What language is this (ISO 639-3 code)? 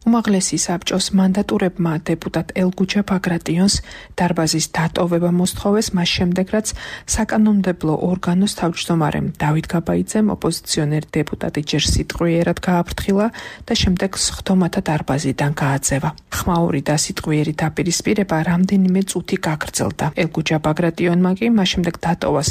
kat